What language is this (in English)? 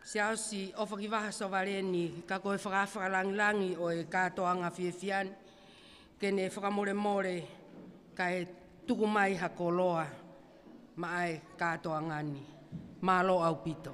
Tongan